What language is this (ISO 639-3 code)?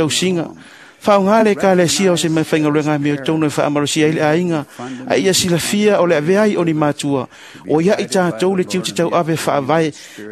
smo